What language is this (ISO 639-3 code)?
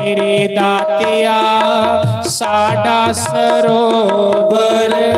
doi